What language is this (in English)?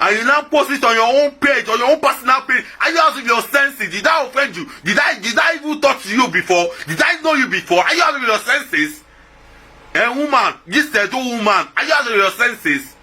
Nigerian Pidgin